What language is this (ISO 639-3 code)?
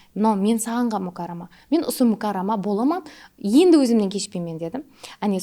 kaa